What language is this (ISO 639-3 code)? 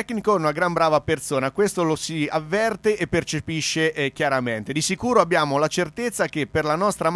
ita